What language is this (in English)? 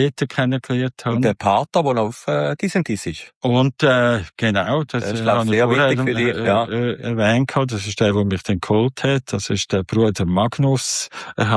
German